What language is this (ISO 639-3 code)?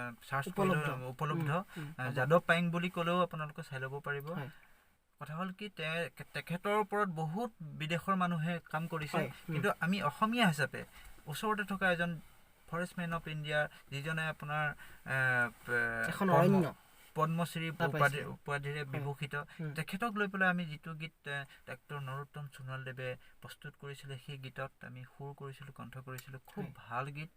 asm